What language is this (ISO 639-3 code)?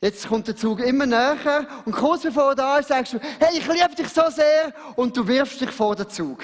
gsw